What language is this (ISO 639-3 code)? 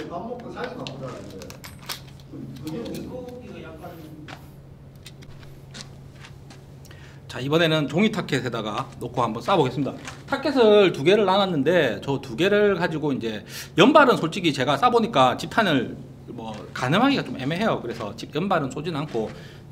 kor